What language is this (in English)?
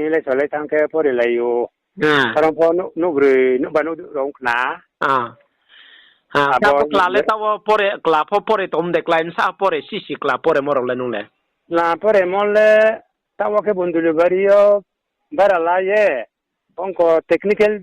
Riang (India)